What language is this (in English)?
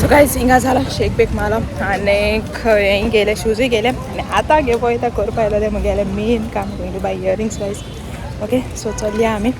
Konkani